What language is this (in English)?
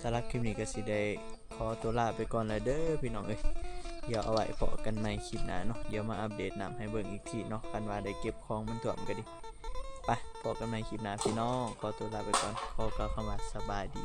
Northeastern Thai